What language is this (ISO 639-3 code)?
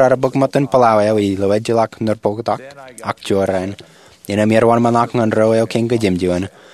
mah